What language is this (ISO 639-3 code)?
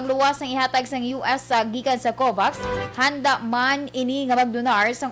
hil